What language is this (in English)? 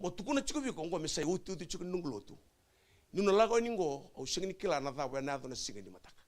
Fijian